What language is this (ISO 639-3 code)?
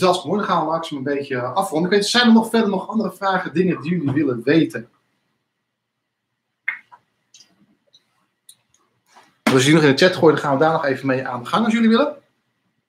nld